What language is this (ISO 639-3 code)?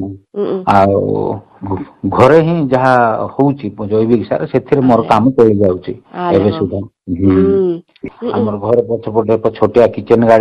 ori